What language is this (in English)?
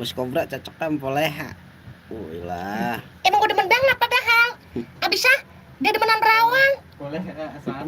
Betawi